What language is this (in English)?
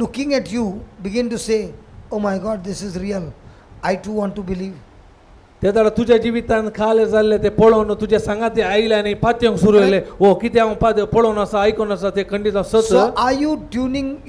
Konkani